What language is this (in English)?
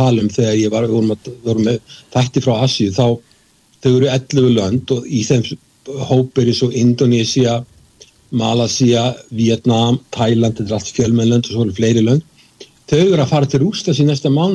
Icelandic